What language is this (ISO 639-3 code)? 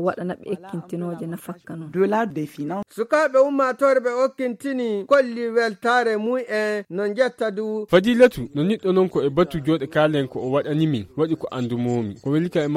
ful